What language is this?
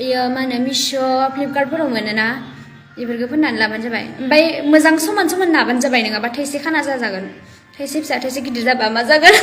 Bodo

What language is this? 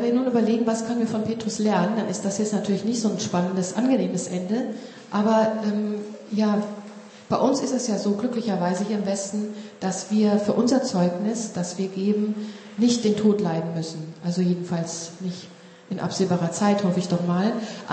German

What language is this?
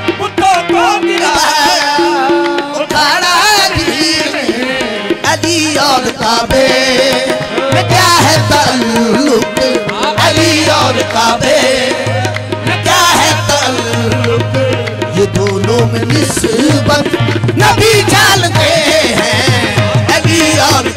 Hindi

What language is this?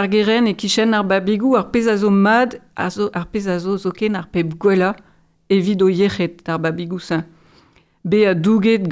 Breton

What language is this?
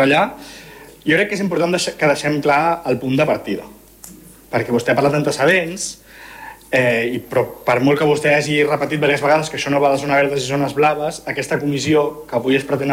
Catalan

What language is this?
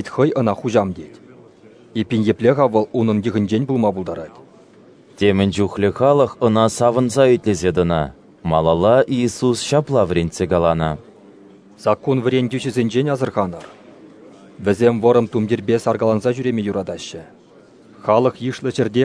Chuvash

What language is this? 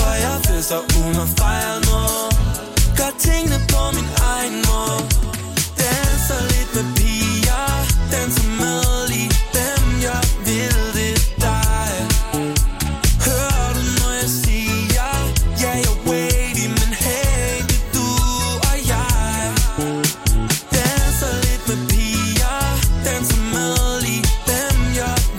Danish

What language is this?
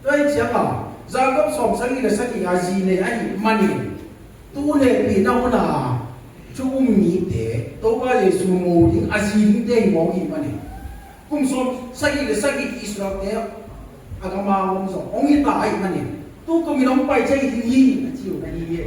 Tedim Chin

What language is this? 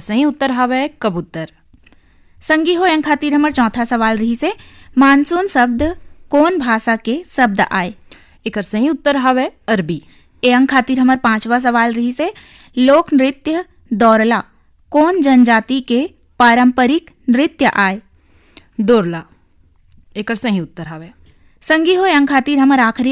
Chhattisgarhi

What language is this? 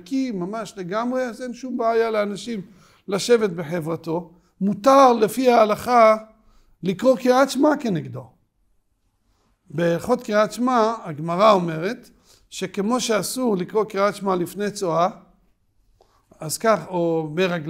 Hebrew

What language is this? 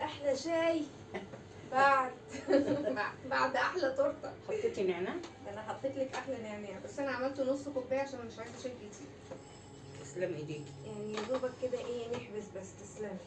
Egyptian Arabic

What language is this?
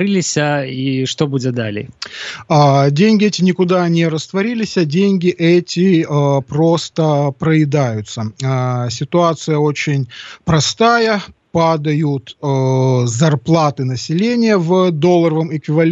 Belarusian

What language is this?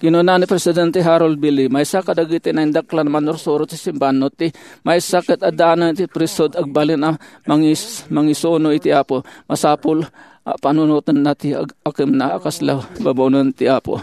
Iloko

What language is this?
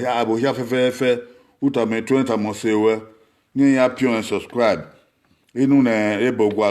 Bini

